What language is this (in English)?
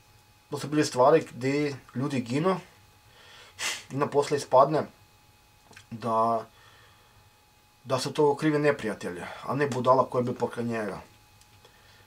Croatian